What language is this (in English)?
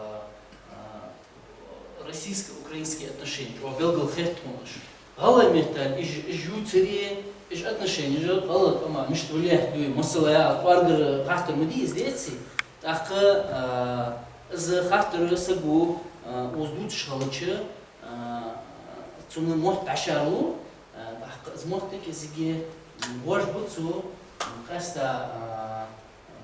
Ingush